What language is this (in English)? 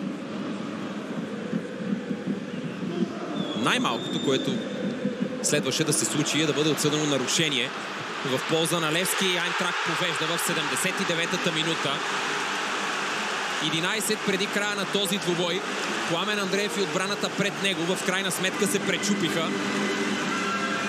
Bulgarian